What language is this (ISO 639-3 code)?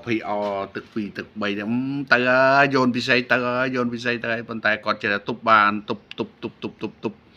khm